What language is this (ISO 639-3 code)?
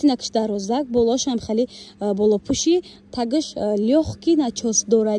tgk